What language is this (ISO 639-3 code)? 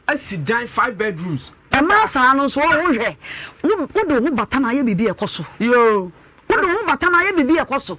aka